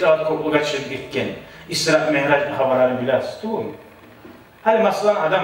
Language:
Kumyk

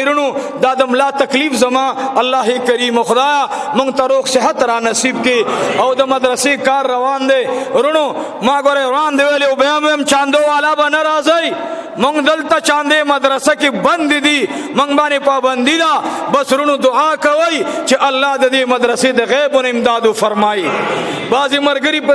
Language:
Pashto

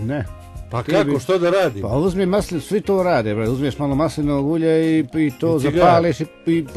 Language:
Croatian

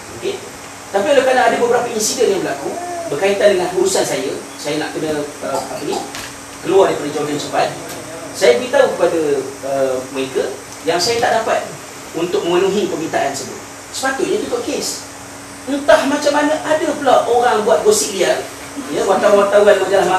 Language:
Malay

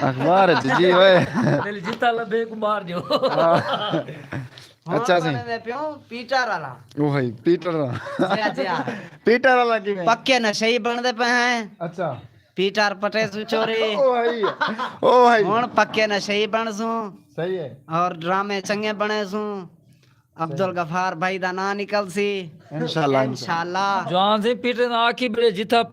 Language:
Saraiki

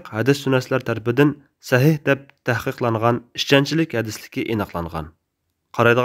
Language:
Uyghur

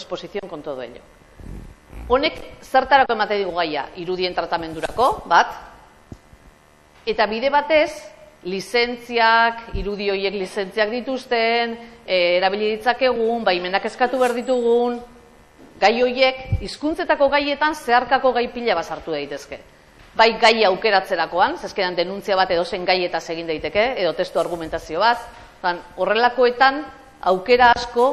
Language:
Basque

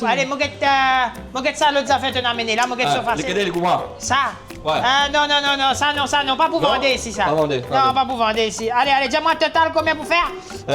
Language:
Morisyen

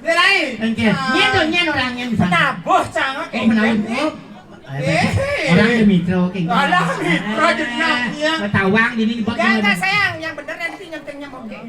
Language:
Balinese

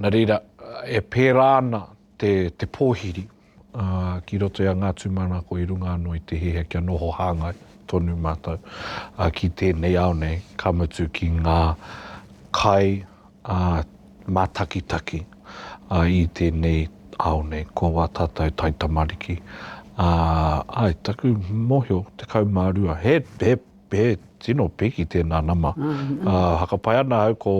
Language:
Māori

